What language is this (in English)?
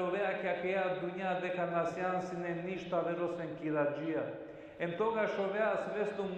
Balkan Romani